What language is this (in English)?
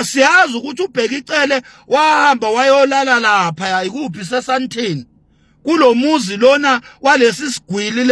Zulu